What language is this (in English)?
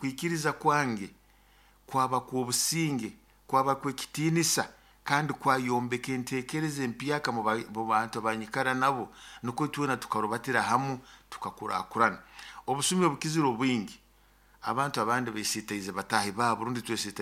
Nyoro